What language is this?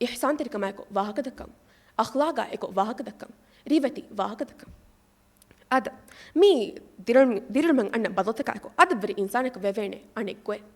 Divehi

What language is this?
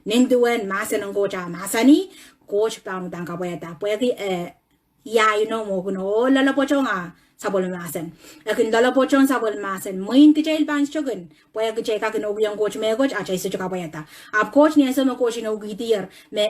Pohnpeian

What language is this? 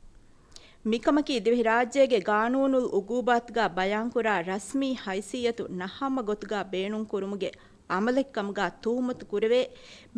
Divehi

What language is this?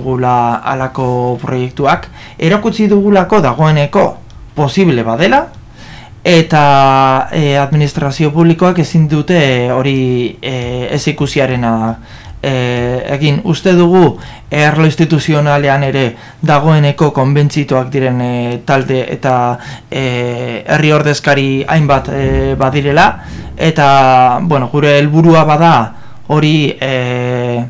Basque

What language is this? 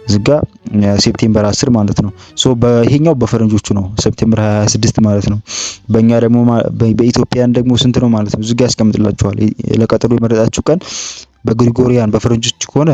Amharic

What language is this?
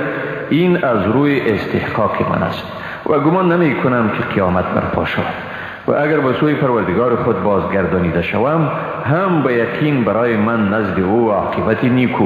Persian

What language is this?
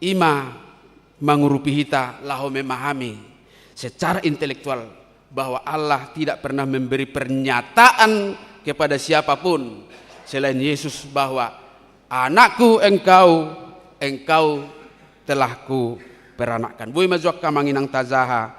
Batak Toba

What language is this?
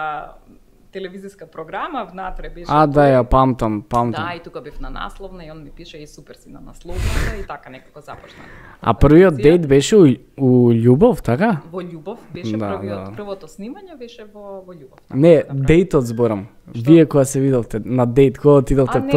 Macedonian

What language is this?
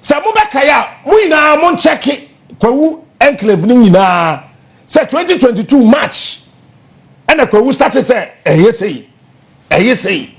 Akan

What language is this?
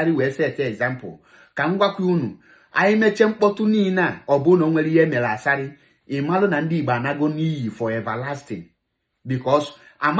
Igbo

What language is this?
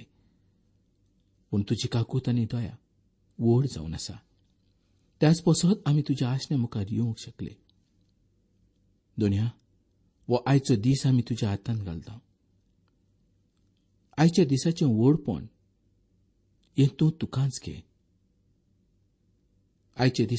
Konkani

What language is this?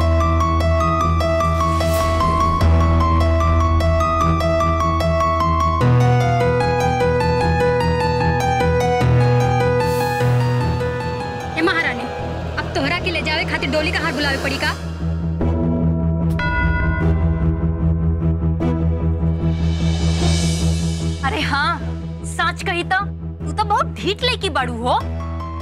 Bhojpuri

